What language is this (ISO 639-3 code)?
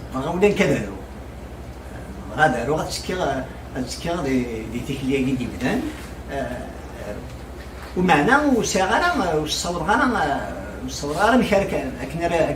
kab